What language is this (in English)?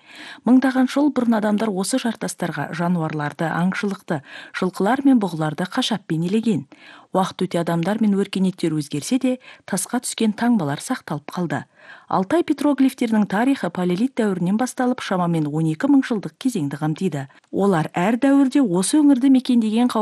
Kazakh